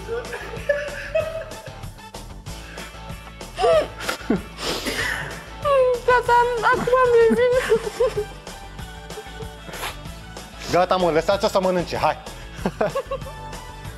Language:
Romanian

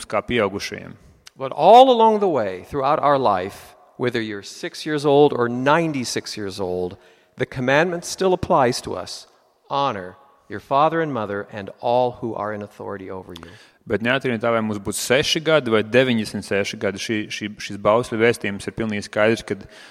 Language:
Latvian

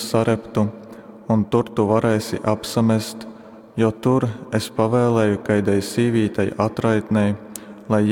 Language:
Latgalian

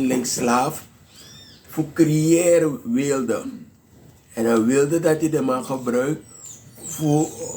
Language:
Sranan Tongo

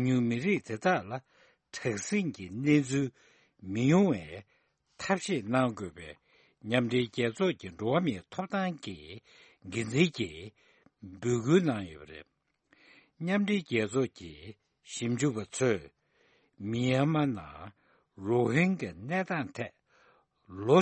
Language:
Tibetan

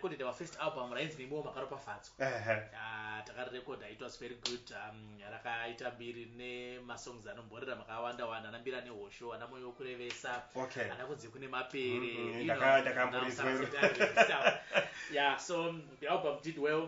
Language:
Shona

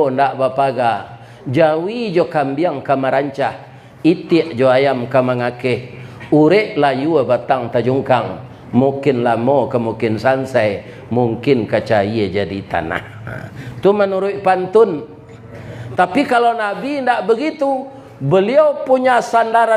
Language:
Minangkabau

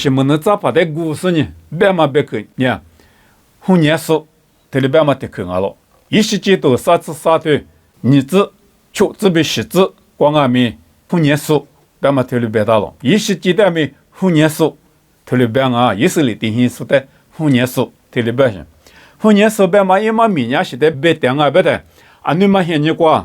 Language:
Lisu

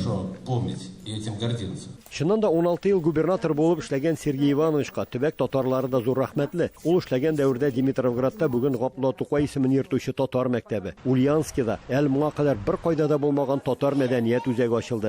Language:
Tatar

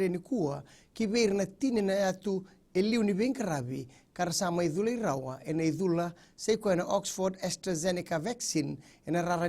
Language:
Fijian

